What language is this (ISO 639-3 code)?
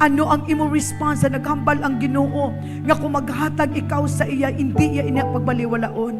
hil